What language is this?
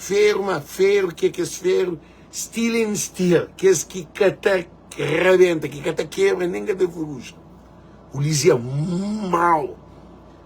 Kabuverdianu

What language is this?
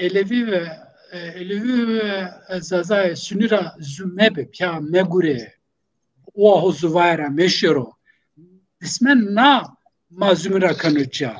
Zaza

